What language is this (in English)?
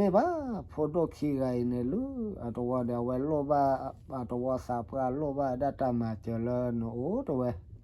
S'gaw Karen